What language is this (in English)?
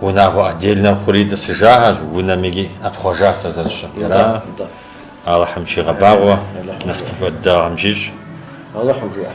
Kabardian